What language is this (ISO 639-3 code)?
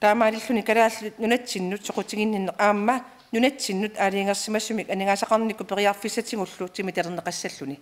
kal